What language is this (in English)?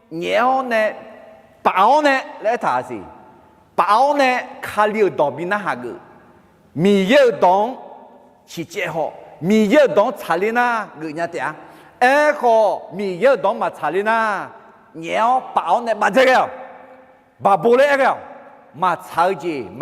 Akha